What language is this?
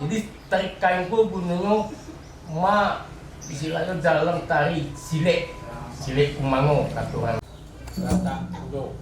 Minangkabau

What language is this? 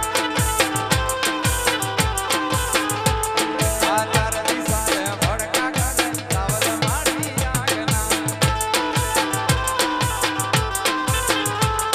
Gujarati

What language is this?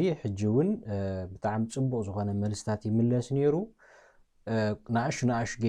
Tigrinya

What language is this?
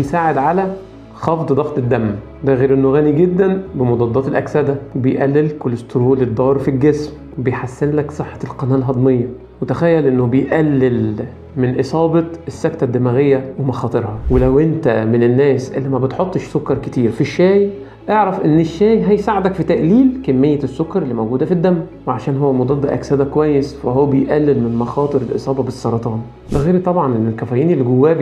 Egyptian Arabic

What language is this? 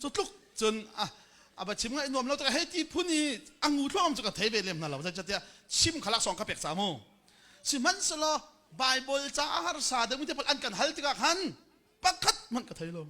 Hakha Chin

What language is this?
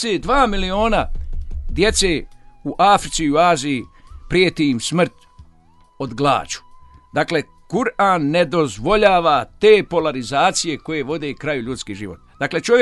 Bosnian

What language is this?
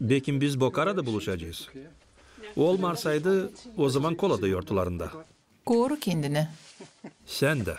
Gagauz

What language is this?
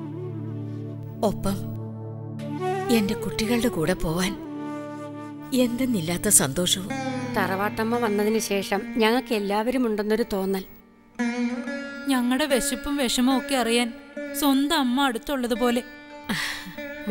Malayalam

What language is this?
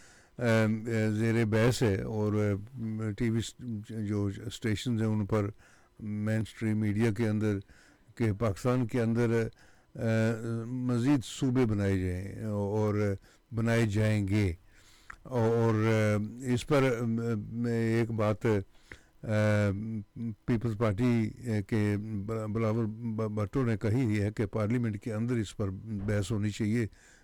Urdu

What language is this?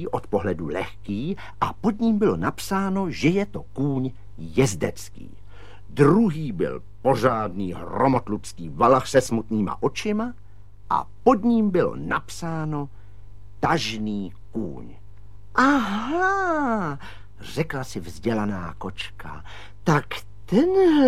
Czech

